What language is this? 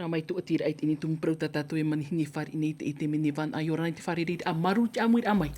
Tahitian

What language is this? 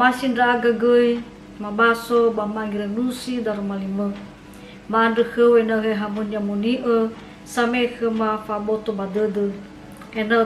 Nias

